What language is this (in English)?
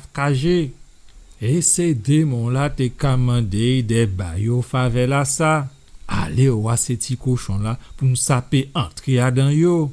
Guadeloupean Creole French